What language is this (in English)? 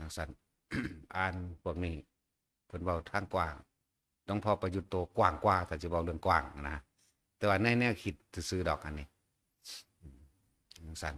Northeastern Thai